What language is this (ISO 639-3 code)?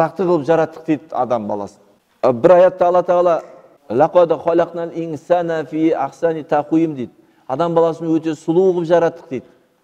kaz